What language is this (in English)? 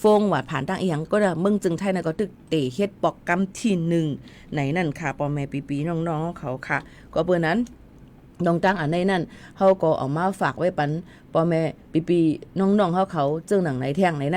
Shan